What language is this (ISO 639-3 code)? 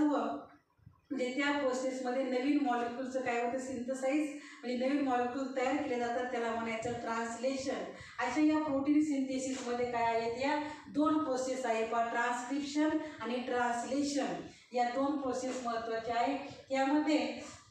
mar